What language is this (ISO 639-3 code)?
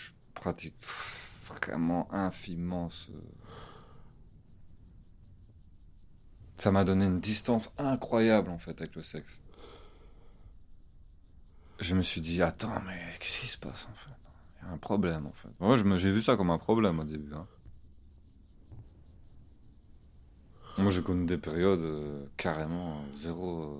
fra